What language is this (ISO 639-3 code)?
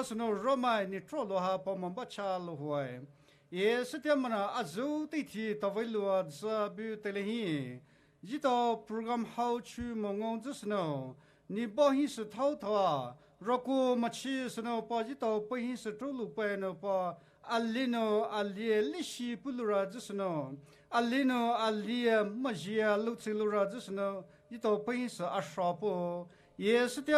pmx